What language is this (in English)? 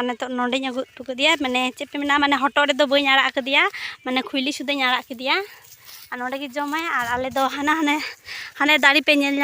Santali